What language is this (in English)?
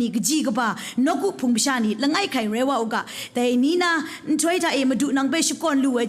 Kachin